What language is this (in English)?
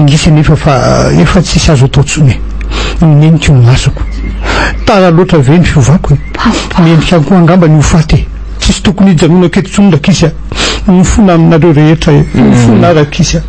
Malagasy